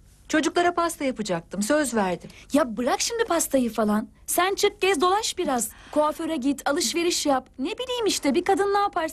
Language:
Turkish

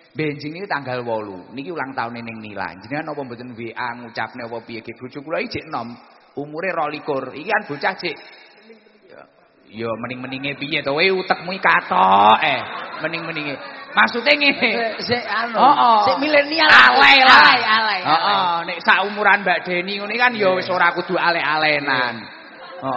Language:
Javanese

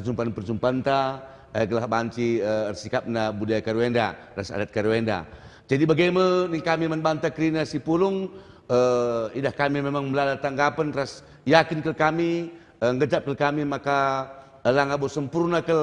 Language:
Batak Karo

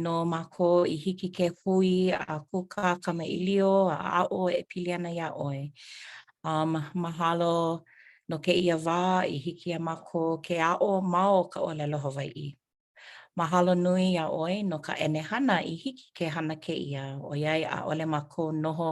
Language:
Hawaiian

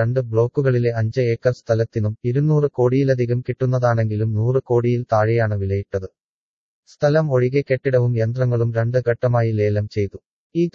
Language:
Malayalam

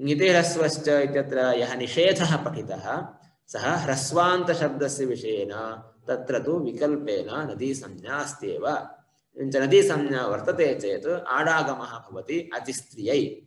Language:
Sanskrit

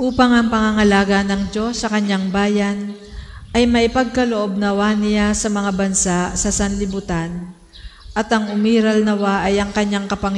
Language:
Filipino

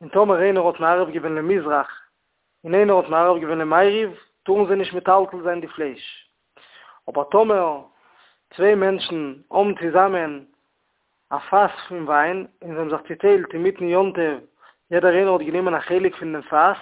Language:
Yiddish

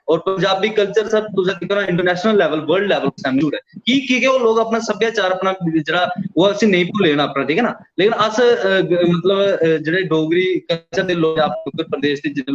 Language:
Dogri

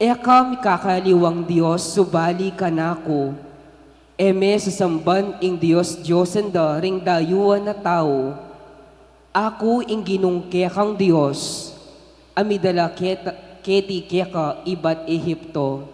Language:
Pampanga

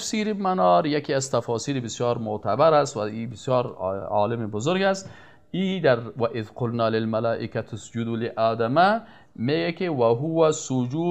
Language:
Persian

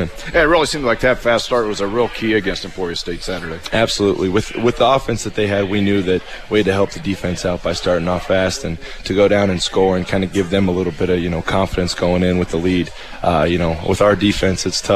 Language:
English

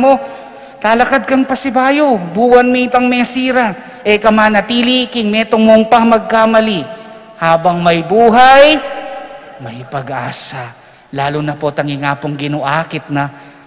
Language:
Pampanga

